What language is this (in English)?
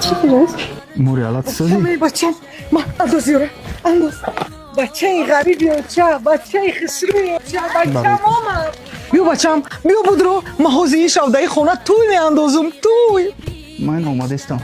Tajik